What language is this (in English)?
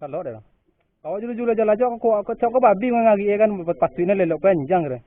Minangkabau